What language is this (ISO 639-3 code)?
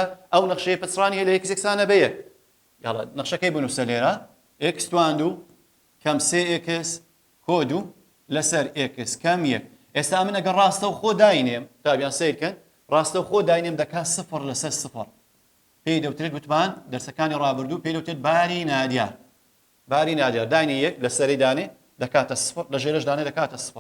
ckb